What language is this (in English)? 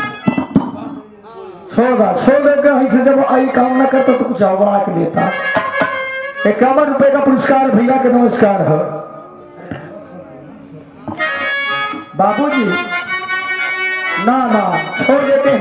Bhojpuri